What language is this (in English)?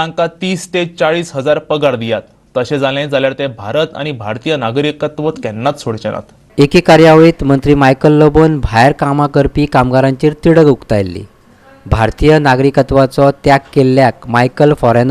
Konkani